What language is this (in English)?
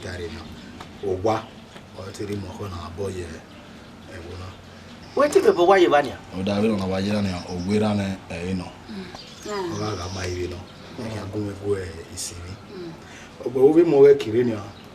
Bini